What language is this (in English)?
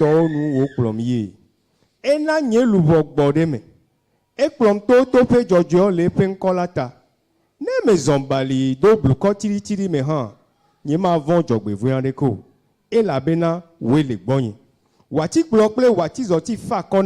Ewe